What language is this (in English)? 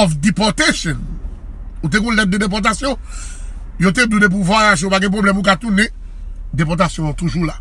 Haitian Creole